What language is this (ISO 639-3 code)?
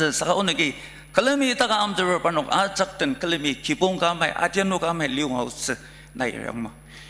njo